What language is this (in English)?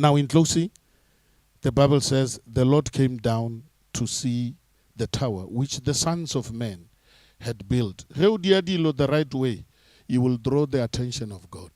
Northern Sotho